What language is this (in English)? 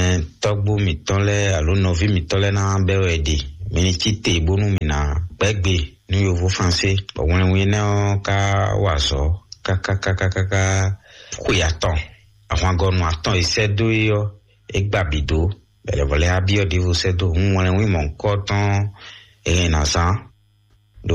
Fon